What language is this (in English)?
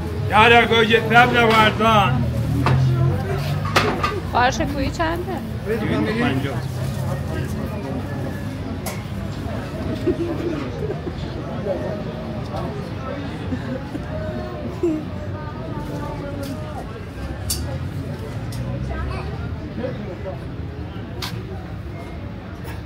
Persian